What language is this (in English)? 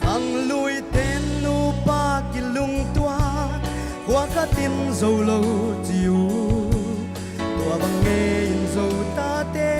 Paite Chin